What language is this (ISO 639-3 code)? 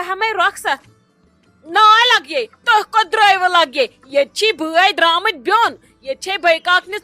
kas